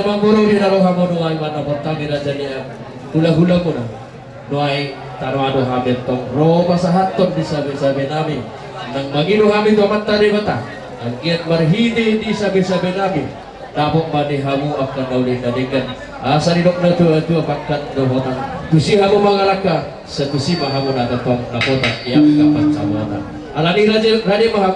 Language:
Batak Toba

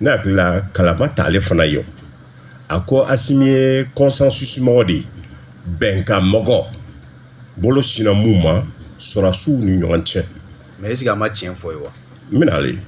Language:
Bambara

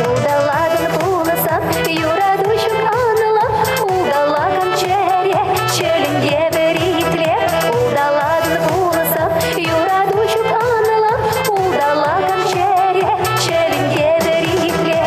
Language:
Chuvash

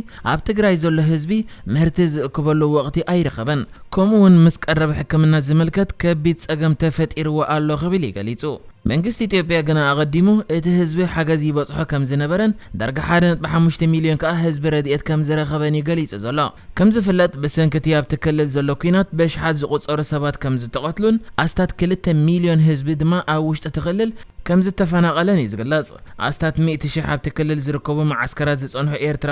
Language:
Tigrinya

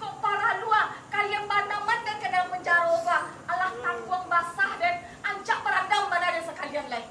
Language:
Minangkabau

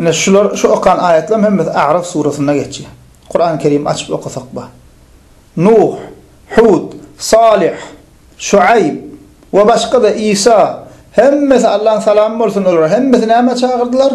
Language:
Turkmen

